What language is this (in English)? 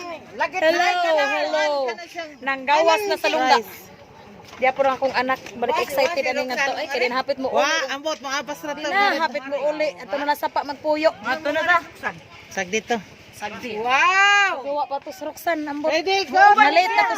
Cebuano